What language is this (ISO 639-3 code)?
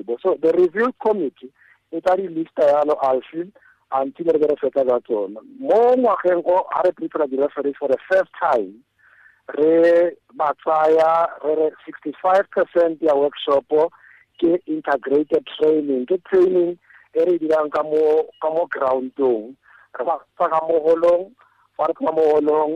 tsn